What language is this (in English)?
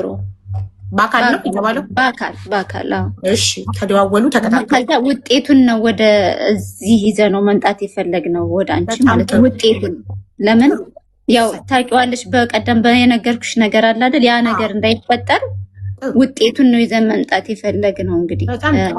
Amharic